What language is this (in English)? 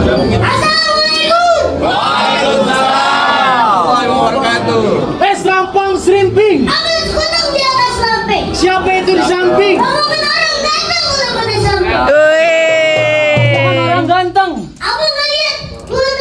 Betawi